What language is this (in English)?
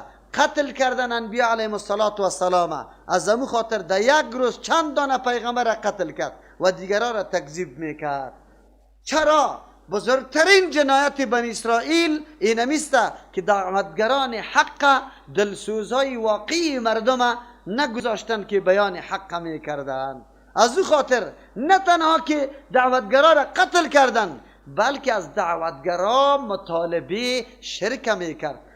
Persian